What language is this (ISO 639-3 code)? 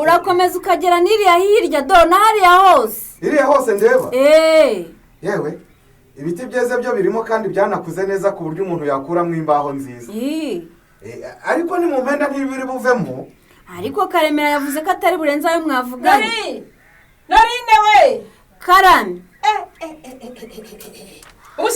kin